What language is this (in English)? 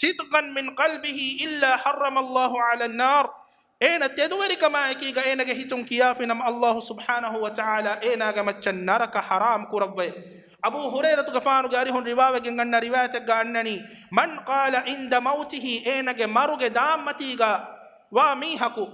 Divehi